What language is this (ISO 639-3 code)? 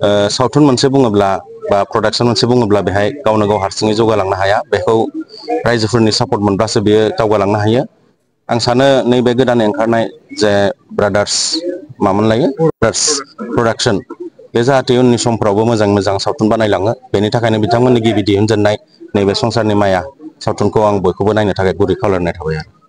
brx